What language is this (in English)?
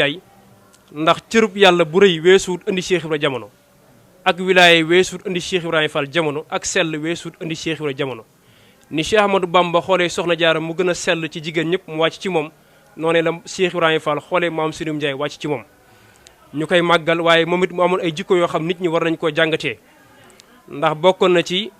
Wolof